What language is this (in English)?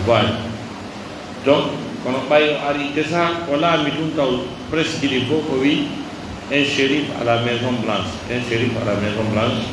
Pular